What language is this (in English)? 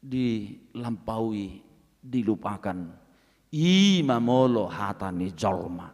Batak Toba